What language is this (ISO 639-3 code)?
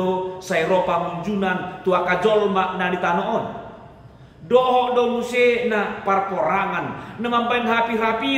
bbc